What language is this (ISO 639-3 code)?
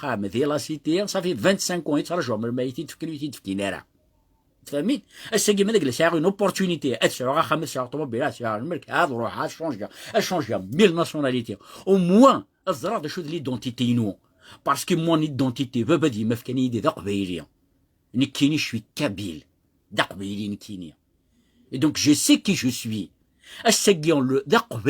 kab